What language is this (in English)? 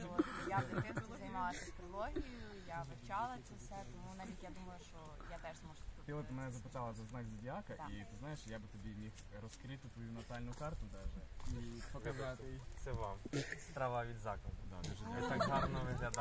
Ukrainian